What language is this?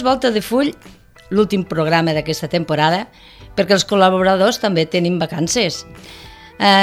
Catalan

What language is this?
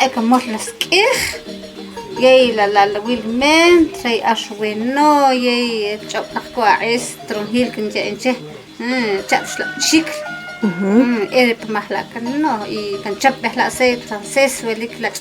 Achi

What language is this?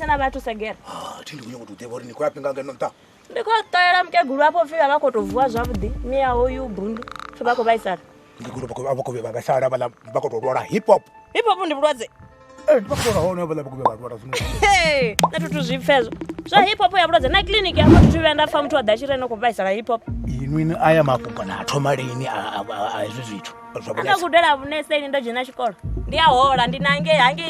Venda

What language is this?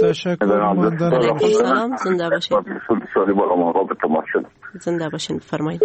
Persian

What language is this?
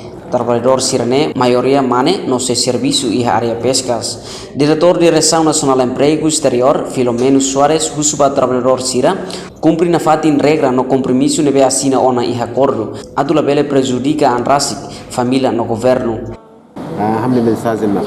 Tetum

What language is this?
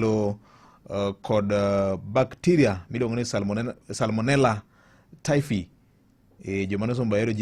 Luo (Kenya and Tanzania)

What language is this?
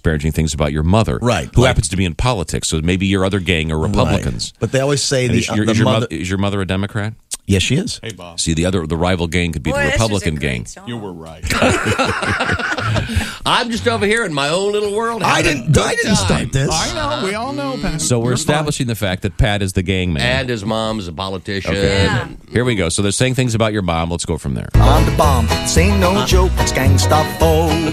English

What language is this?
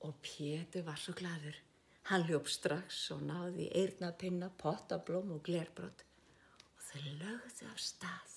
Icelandic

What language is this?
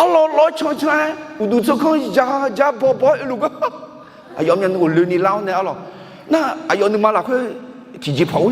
Akha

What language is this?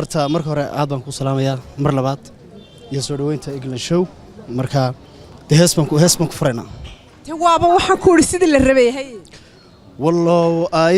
Somali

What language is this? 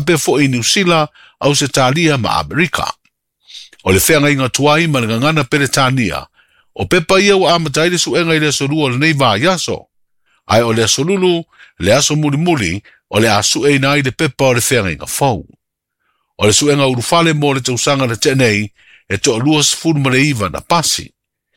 Samoan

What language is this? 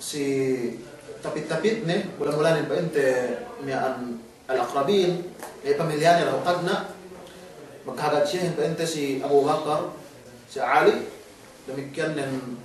Yakan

